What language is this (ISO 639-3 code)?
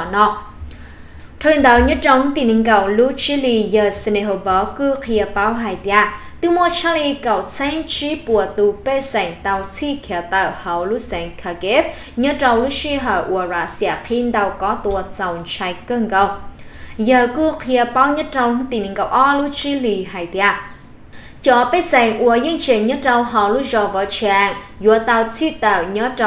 vie